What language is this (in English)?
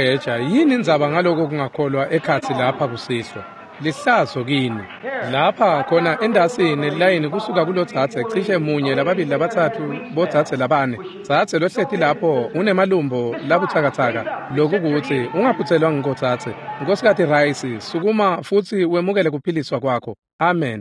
Swati